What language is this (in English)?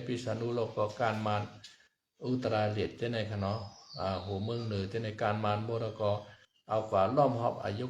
Shan